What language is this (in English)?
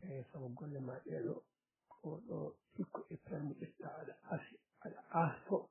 Fula